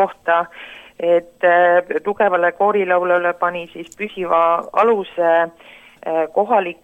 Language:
Estonian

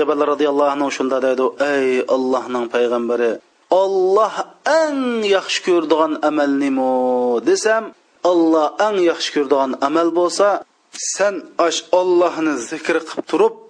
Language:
Uyghur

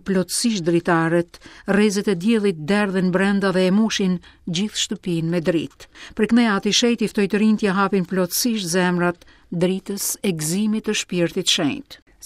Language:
Albanian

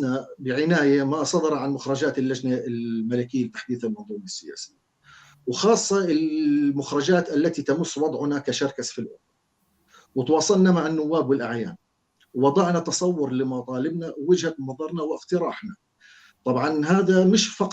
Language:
North Levantine Arabic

